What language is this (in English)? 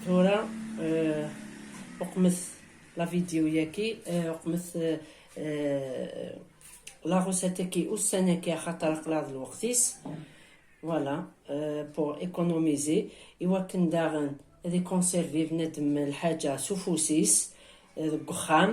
Kabyle